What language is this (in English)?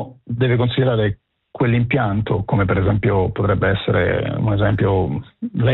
Italian